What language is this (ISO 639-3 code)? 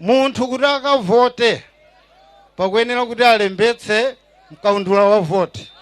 nya